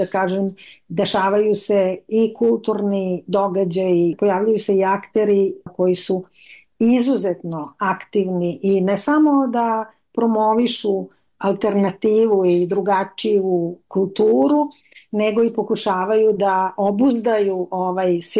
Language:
Serbian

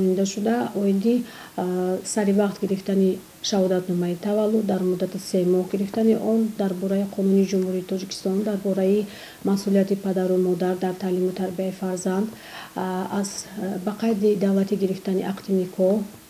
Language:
Tajik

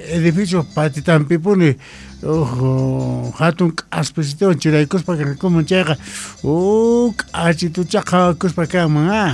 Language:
South Bolivian Quechua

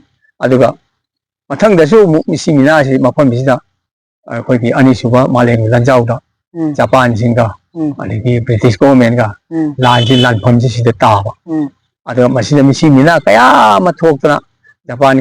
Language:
Manipuri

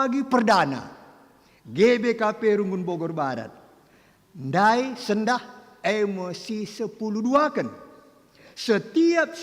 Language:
Batak Karo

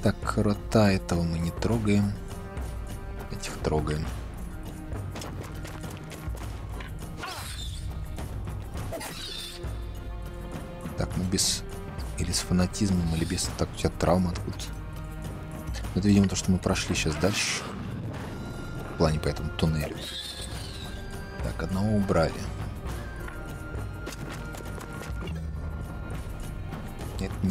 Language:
Russian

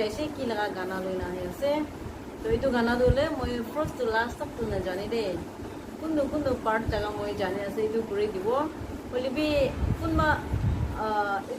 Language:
Naga Pidgin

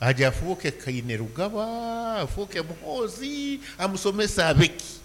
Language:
Nyankole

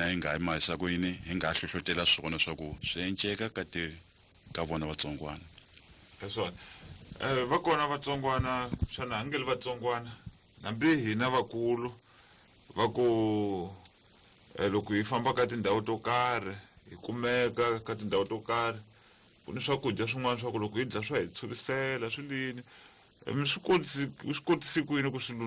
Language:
Tsonga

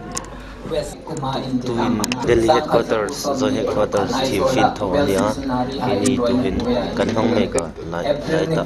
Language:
Hmar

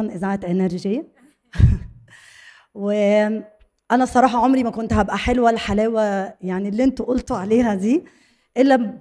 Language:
Egyptian Arabic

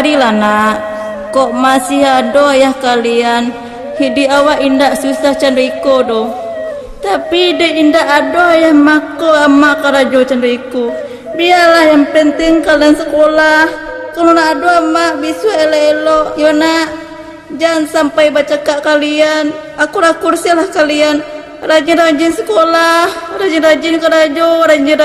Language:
Minangkabau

